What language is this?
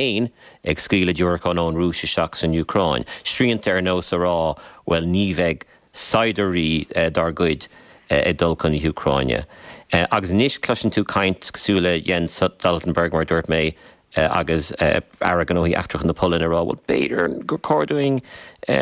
Irish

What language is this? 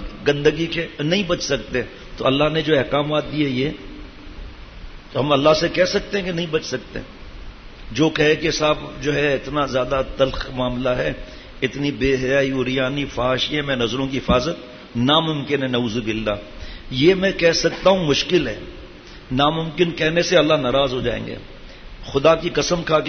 Urdu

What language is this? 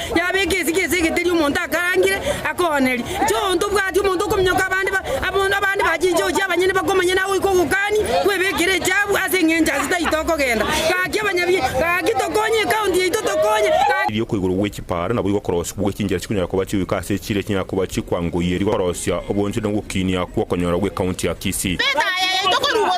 Gusii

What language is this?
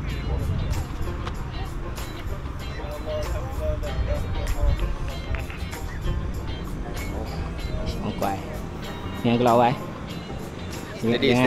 Malay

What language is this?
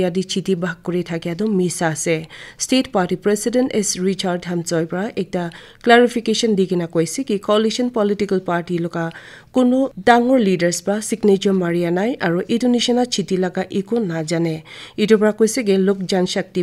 Naga Pidgin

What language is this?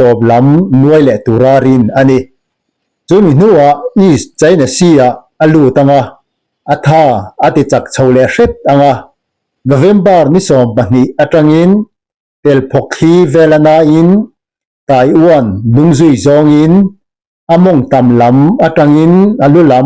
Mizo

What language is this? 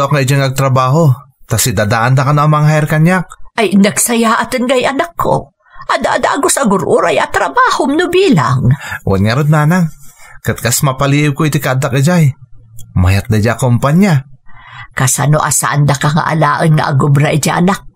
Iloko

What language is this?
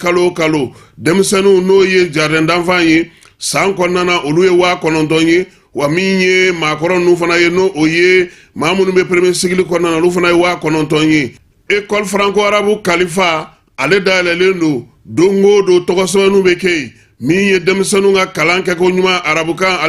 Bambara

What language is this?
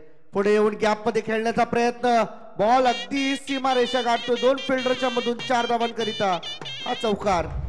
Marathi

